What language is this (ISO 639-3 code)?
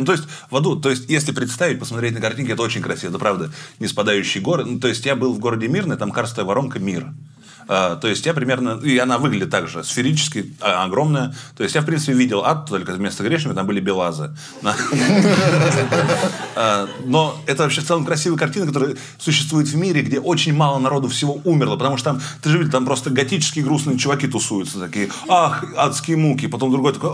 rus